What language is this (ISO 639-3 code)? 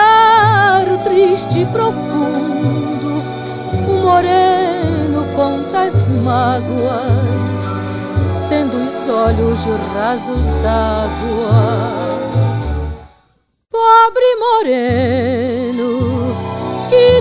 por